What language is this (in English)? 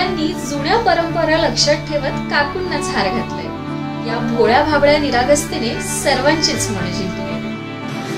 Marathi